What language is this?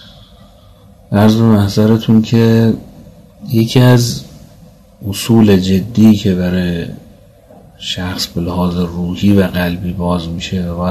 Persian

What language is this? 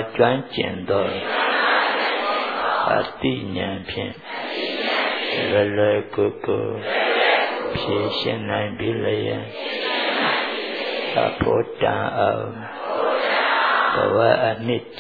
Burmese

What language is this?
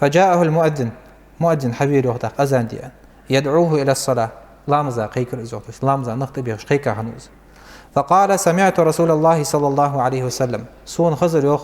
Ingush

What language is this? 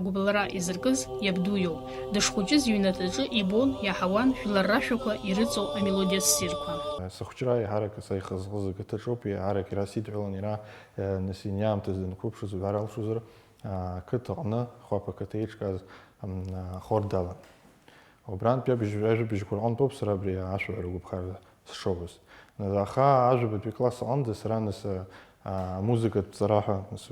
Abkhazian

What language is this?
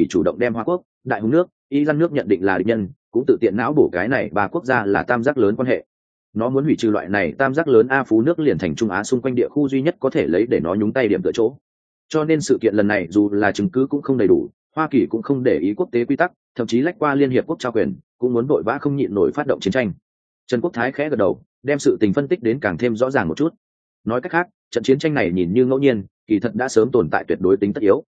Vietnamese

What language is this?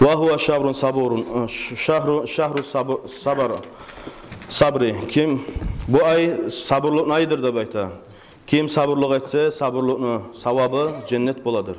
Kumyk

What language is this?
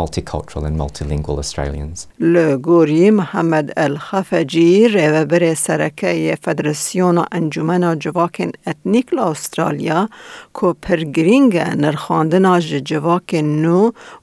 Kurdish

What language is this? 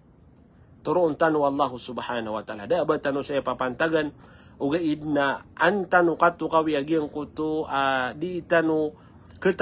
Maranao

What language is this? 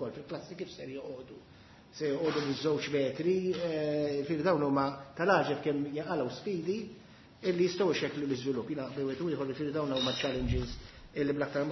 Maltese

